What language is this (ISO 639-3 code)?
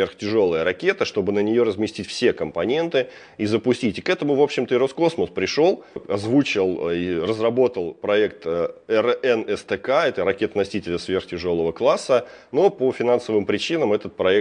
rus